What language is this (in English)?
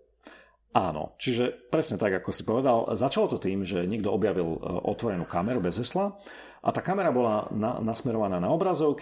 Slovak